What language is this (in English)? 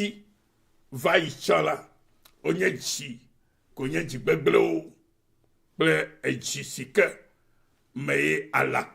Ewe